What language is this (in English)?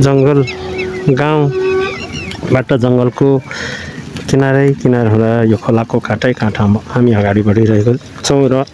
Nepali